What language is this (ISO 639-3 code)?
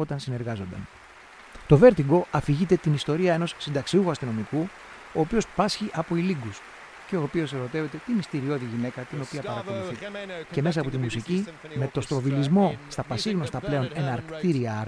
ell